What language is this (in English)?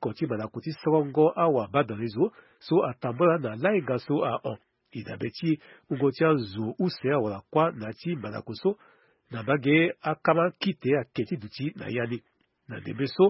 Sango